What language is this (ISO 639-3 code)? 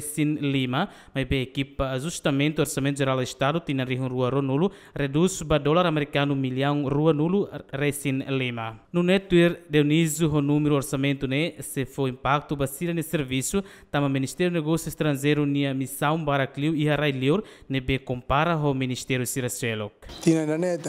tet